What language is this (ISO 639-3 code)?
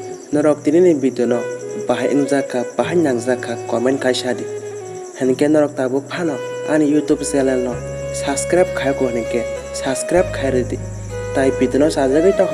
trp